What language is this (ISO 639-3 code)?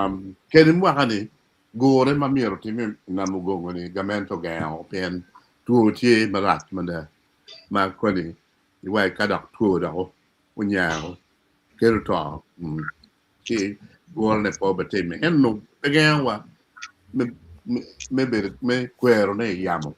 ach